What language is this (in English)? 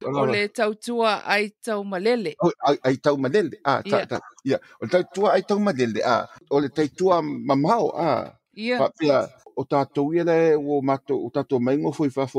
Samoan